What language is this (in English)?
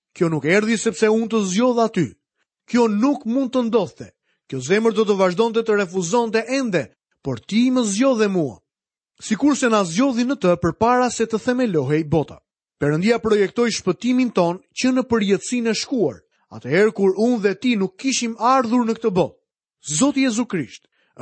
Albanian